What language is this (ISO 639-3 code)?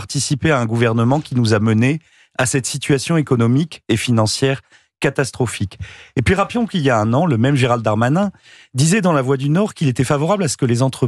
fra